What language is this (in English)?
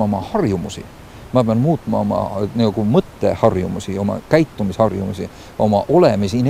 Estonian